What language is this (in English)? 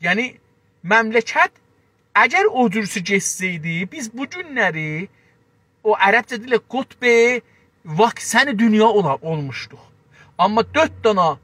South Azerbaijani